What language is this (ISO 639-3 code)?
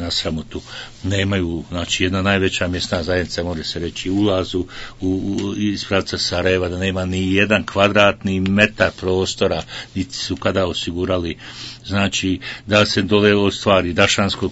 bos